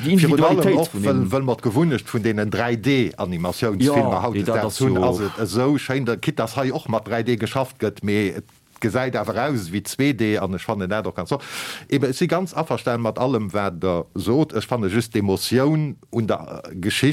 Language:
Luxembourgish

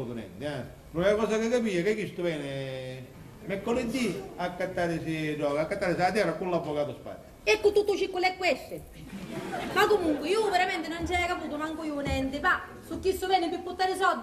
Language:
Sicilian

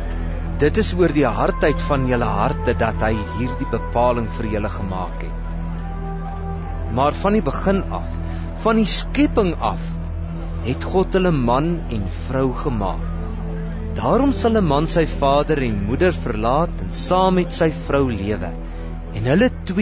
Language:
Afrikaans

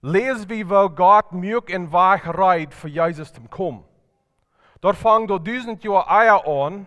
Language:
Plautdietsch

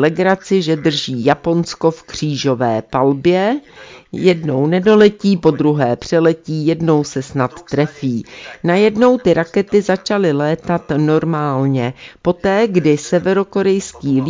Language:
Czech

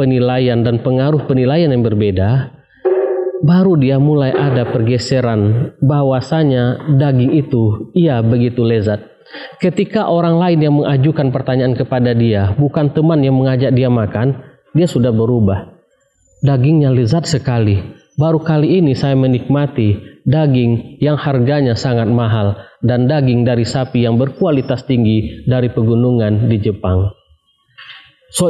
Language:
Indonesian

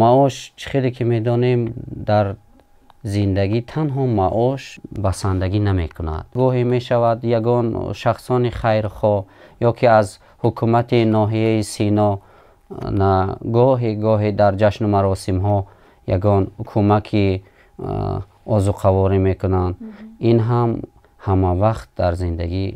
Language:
Tajik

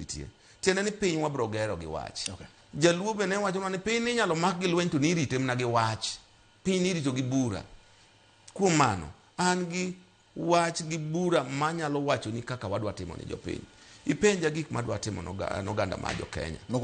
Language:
Luo (Kenya and Tanzania)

